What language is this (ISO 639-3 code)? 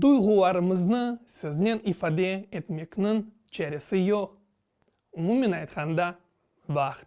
crh